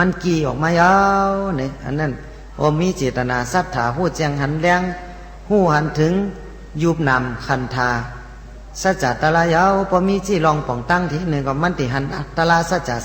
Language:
Shan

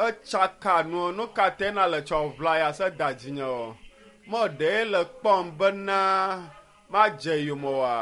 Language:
Ewe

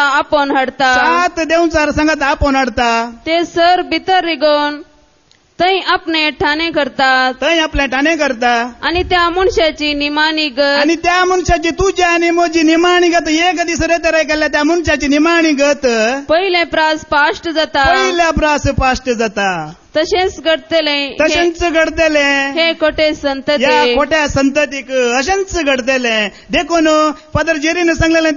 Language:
Konkani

